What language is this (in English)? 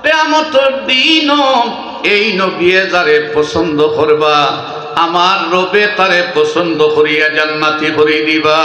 Sylheti